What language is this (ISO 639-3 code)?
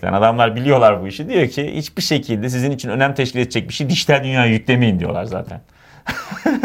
tur